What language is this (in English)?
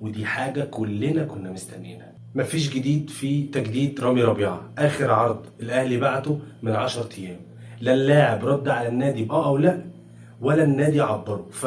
Egyptian Arabic